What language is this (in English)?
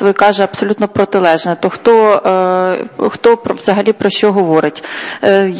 Ukrainian